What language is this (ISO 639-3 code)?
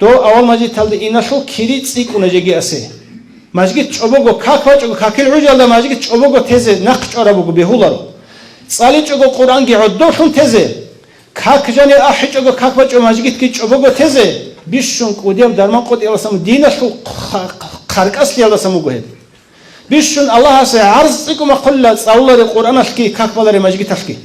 ava